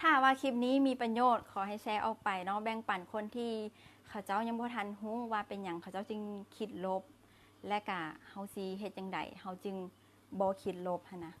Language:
Lao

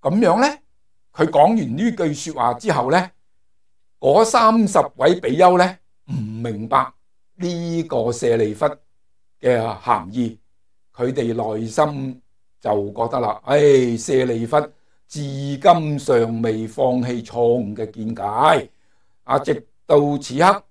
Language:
Cantonese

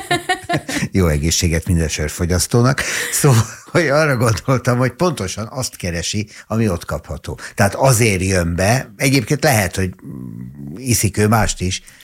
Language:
Hungarian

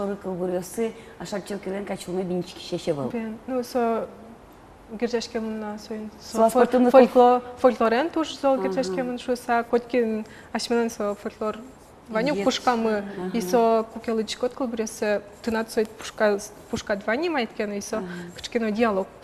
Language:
Udmurt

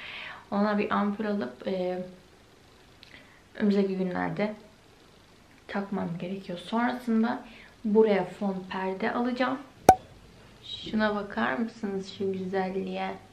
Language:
Turkish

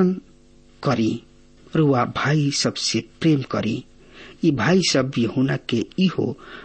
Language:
Bhojpuri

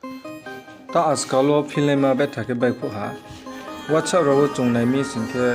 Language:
Riang (India)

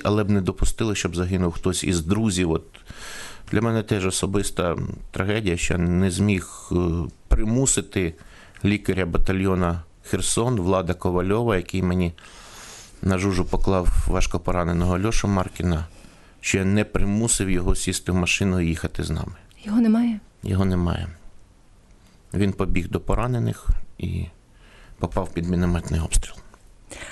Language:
Ukrainian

